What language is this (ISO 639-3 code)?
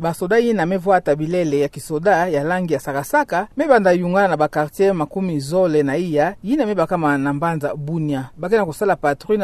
ktu